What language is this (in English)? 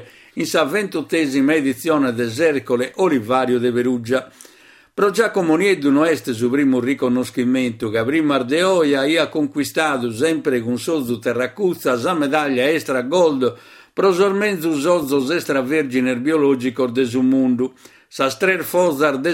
Sardinian